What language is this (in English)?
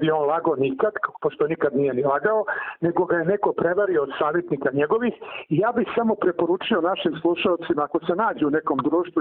Serbian